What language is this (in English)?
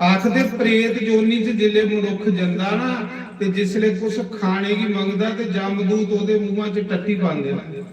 Dogri